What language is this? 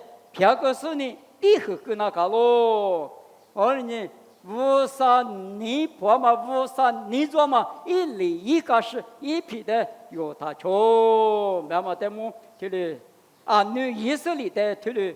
Lisu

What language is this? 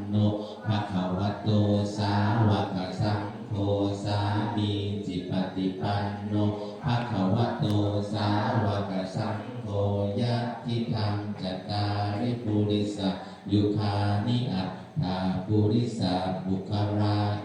Pali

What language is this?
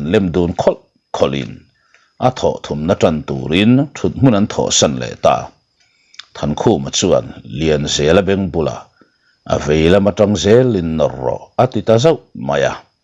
Mizo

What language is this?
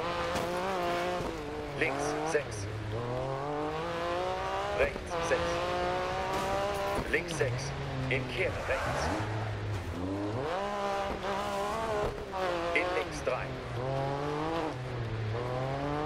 German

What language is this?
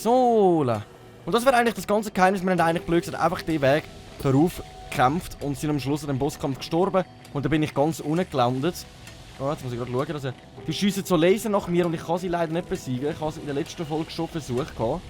Swiss German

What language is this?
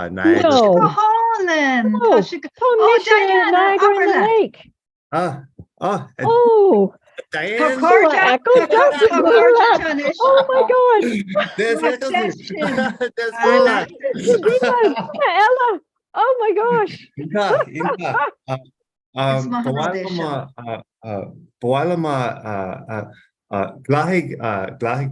Irish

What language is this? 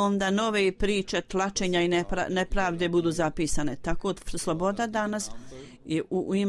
Bosnian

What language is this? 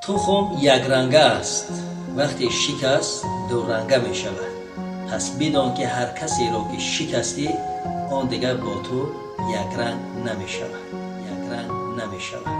Tajik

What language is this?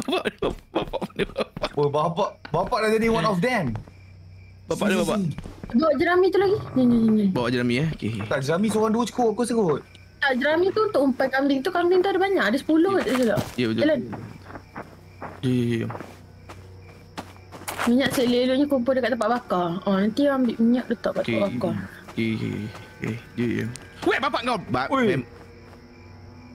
Malay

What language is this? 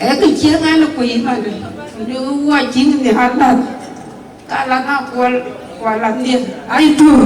Dinka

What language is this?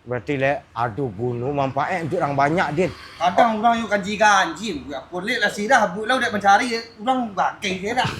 Minangkabau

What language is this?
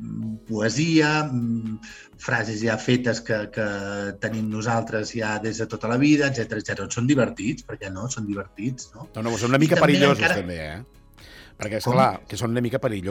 Catalan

